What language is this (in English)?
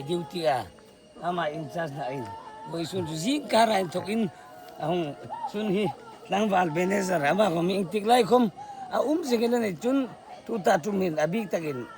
Hmar